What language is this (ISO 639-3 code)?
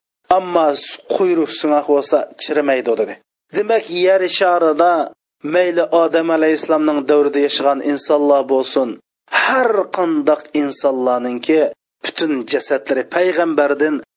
uig